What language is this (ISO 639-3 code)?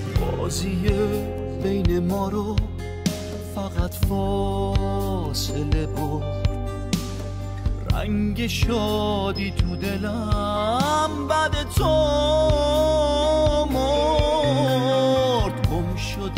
fas